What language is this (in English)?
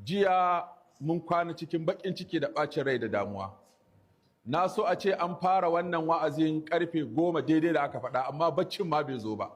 Hausa